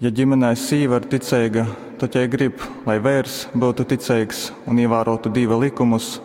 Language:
Latgalian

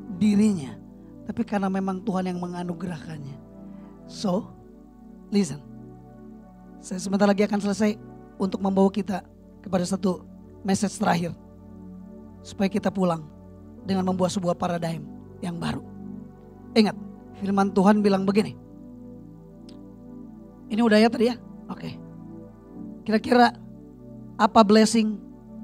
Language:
Indonesian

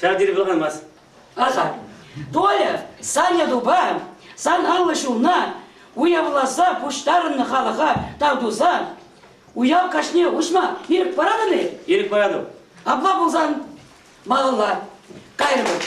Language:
Chuvash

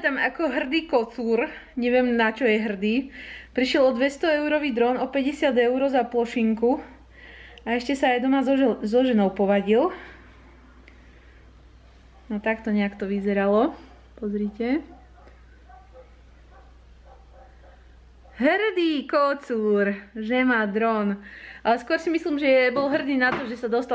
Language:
Slovak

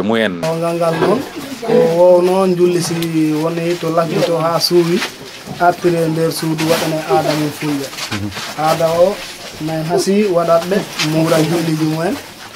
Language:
Fula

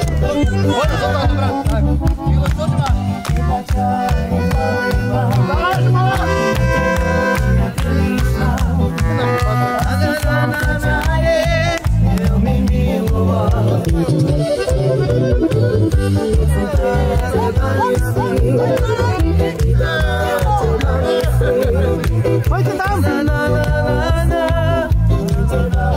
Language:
Slovak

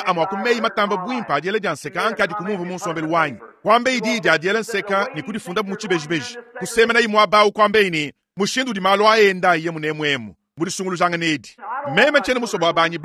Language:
Luba-Lulua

